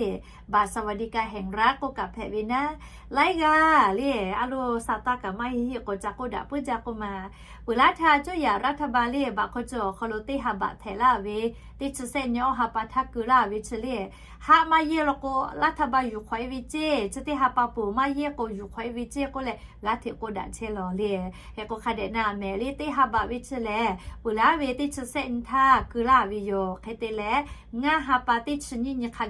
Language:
Lahu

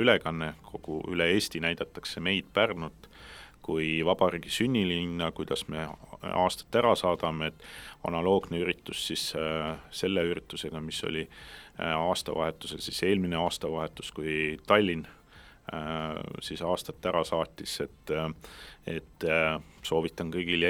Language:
Estonian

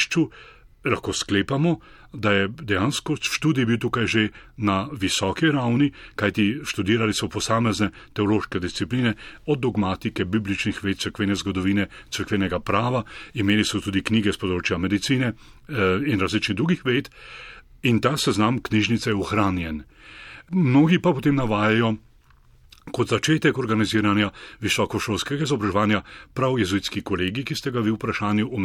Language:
Slovenian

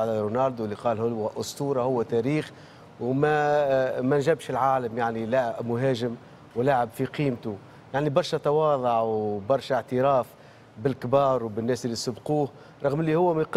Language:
Tunisian Arabic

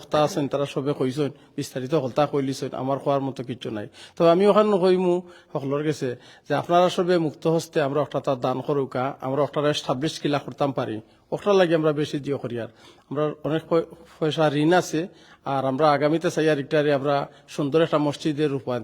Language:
Sylheti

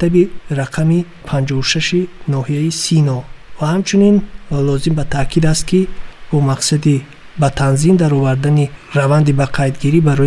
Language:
Tajik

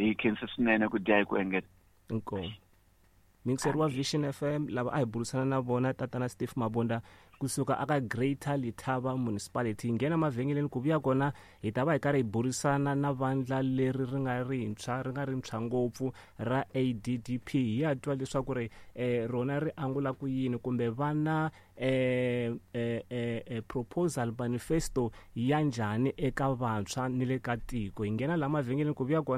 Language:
Tsonga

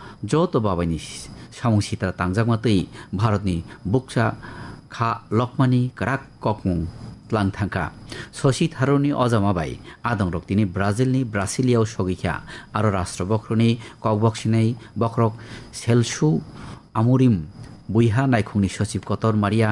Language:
Kok Borok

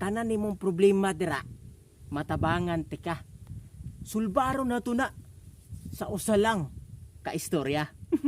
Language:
Cebuano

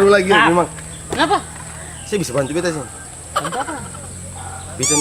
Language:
Ambonese Malay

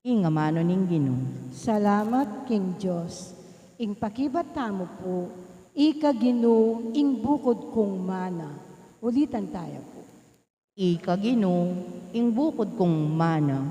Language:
Pampanga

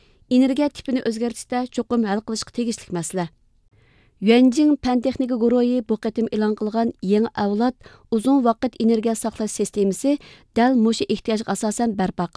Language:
Uyghur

